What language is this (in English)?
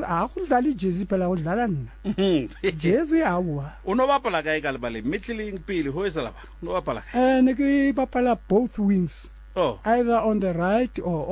Southern Sotho